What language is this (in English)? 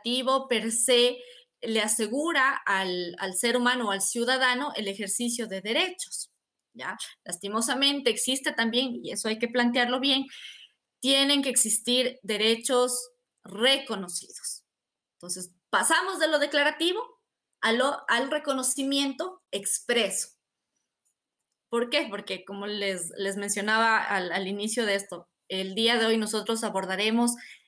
Spanish